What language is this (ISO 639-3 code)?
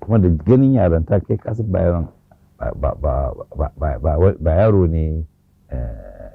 hau